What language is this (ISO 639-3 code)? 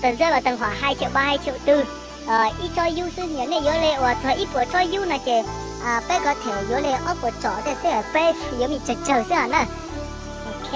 hmn